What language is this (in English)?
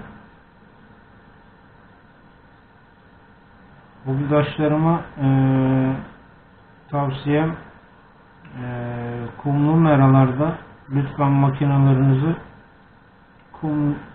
Turkish